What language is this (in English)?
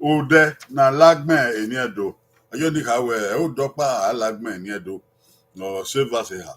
Bini